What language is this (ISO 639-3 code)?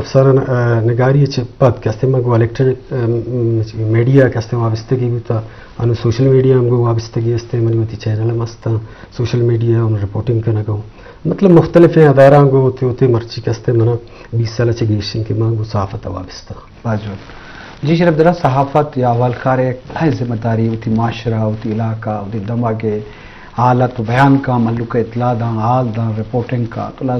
bgp